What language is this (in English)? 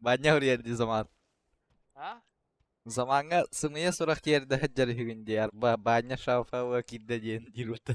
Yakut